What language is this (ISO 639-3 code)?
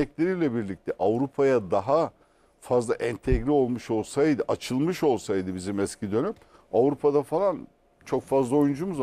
tur